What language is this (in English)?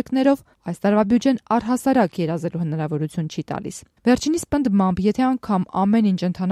Armenian